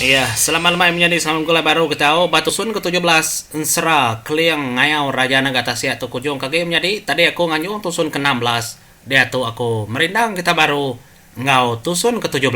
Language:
Iban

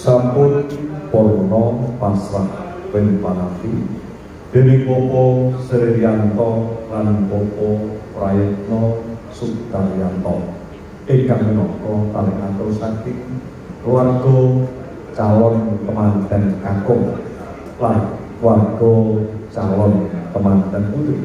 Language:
Javanese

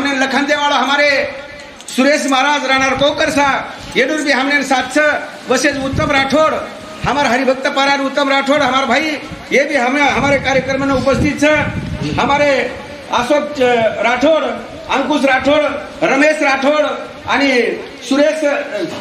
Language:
Lambadi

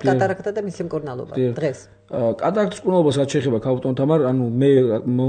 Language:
Georgian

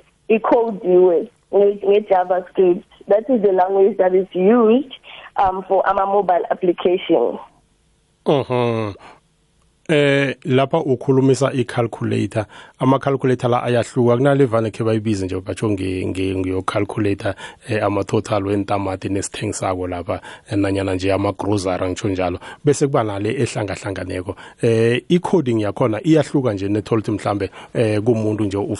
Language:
South Ndebele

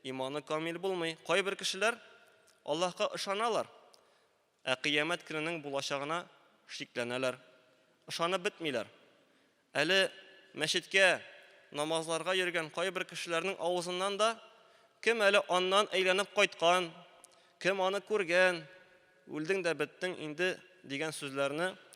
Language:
Tatar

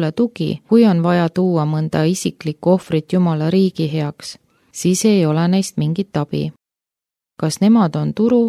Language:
Estonian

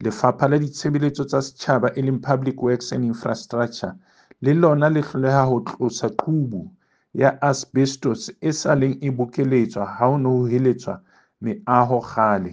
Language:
Southern Sotho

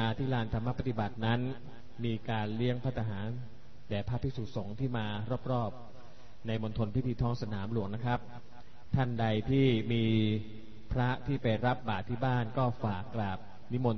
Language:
Thai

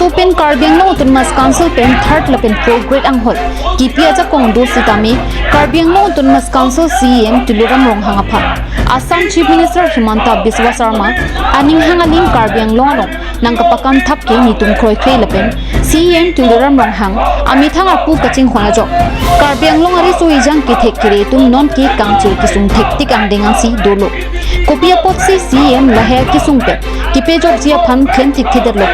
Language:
Karbi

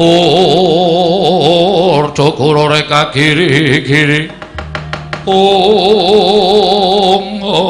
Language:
Javanese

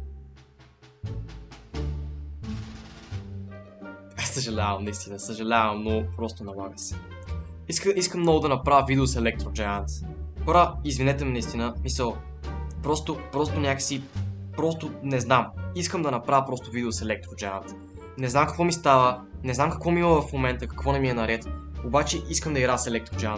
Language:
Bulgarian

